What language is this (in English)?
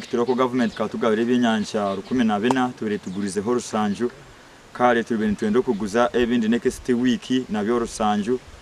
Nyankole